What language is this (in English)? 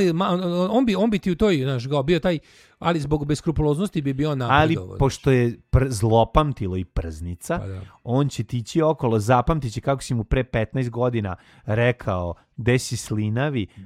Serbian